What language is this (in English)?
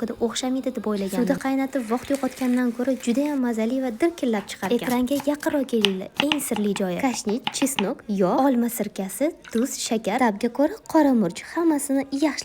Uzbek